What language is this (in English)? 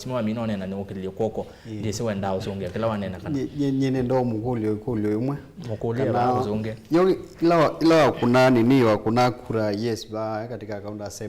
Kamba